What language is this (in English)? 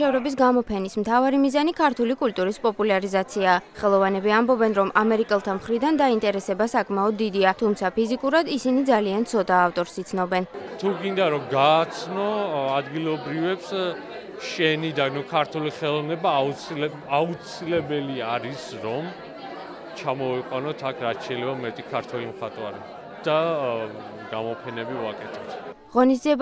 Georgian